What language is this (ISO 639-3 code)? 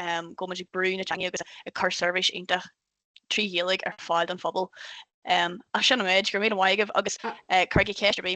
gle